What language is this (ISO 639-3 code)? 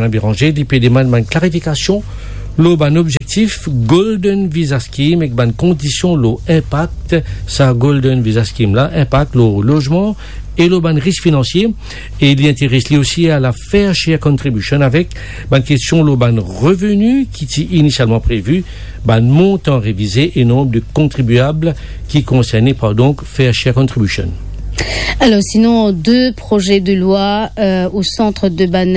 mfe